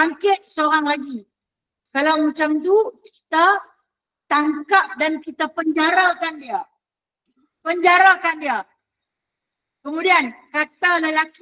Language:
Malay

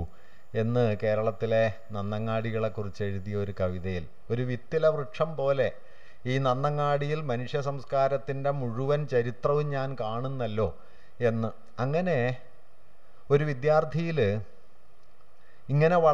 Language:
Malayalam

